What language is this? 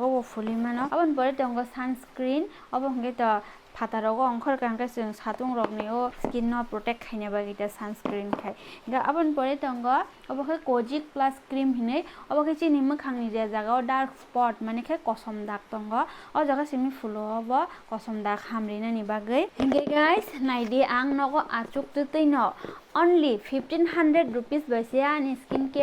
Kok Borok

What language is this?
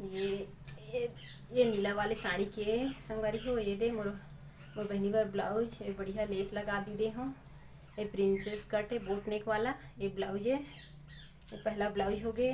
Chhattisgarhi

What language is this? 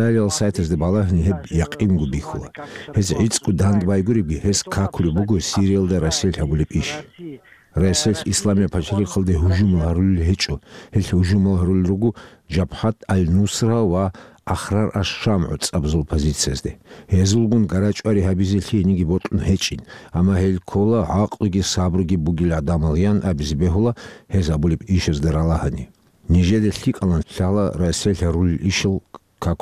Avaric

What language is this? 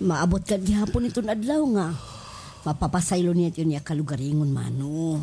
Waray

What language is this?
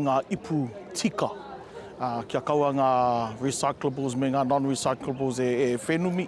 Māori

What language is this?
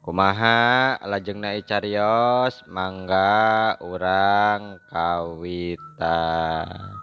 Sundanese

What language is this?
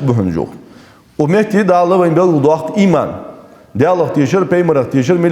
Ingush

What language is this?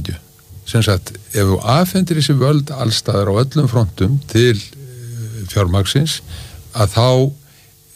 Icelandic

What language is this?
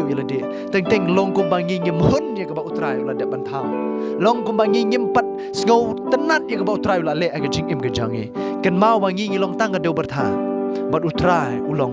Khasi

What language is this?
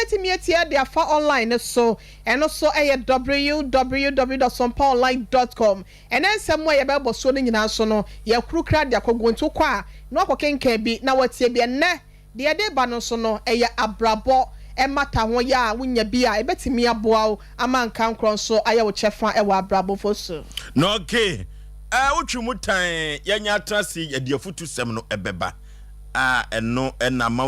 Akan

